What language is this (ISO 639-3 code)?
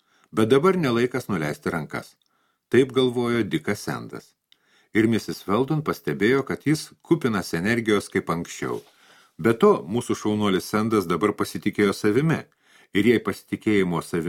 lit